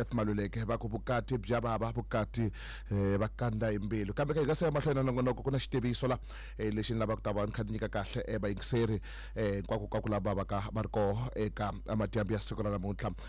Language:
Tsonga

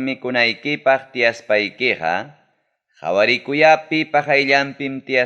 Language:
Ayacucho Quechua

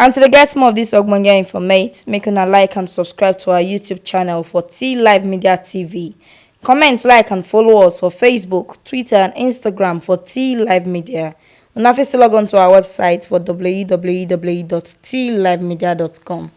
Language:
Nigerian Pidgin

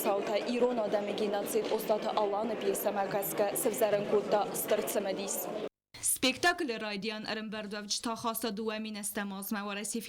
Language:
Ossetic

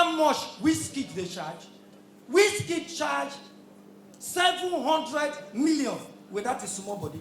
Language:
Nigerian Pidgin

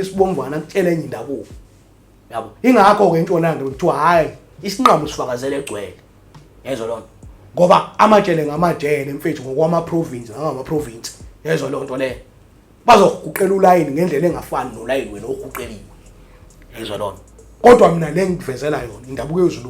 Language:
Zulu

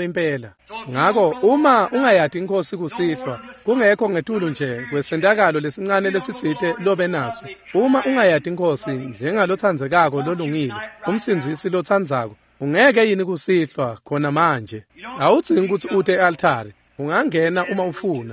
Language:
Swati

